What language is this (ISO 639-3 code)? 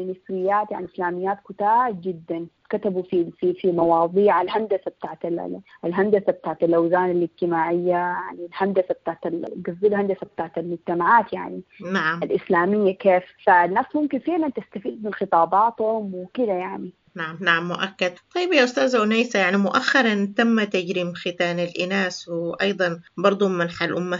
apd